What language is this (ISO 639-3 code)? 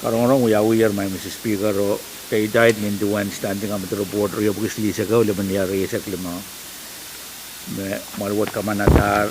pon